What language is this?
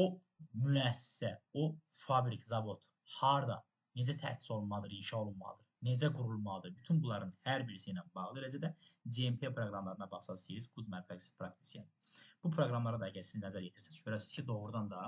Azerbaijani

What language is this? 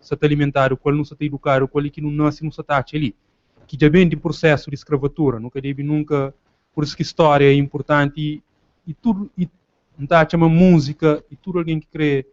Kabuverdianu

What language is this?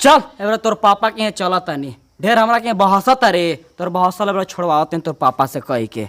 Bhojpuri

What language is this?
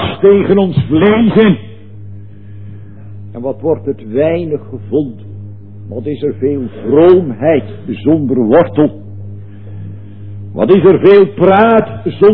Dutch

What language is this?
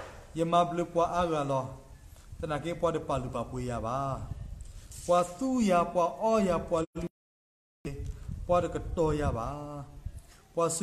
S'gaw Karen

